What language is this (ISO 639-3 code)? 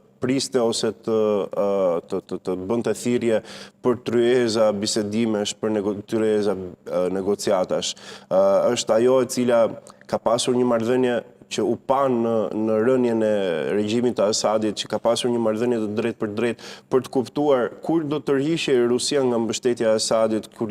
sqi